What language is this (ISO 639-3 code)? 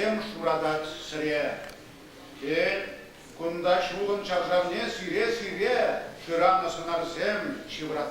chv